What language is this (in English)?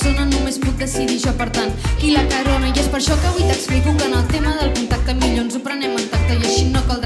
Catalan